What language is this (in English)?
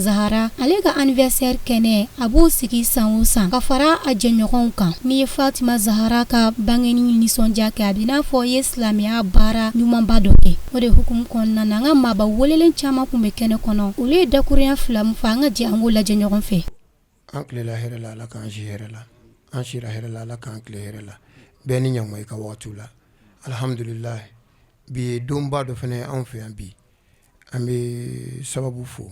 Bambara